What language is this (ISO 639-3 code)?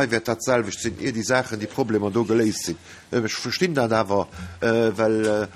ltz